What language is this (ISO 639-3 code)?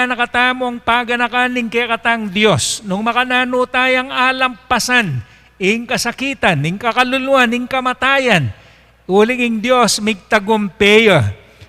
pam